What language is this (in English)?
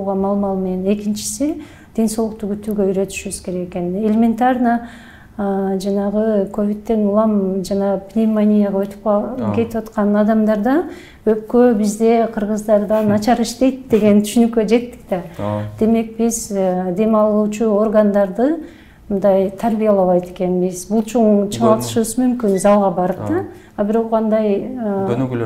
Kyrgyz